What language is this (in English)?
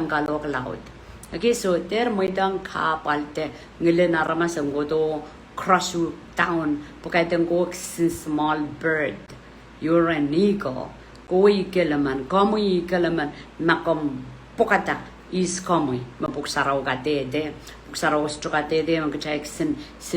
Pohnpeian